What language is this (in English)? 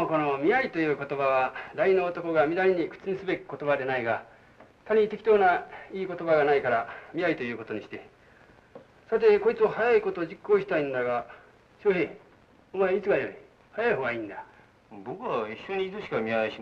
Japanese